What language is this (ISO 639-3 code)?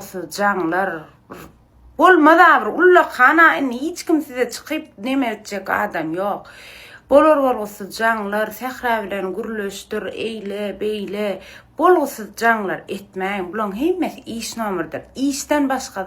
tuk